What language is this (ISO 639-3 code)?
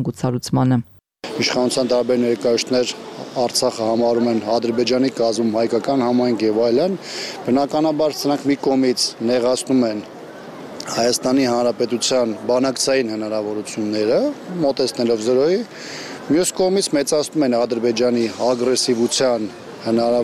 hye